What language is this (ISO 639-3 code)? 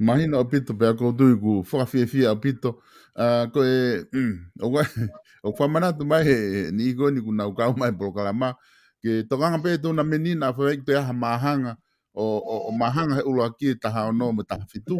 ton